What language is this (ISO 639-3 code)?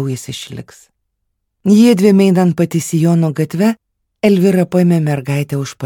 lit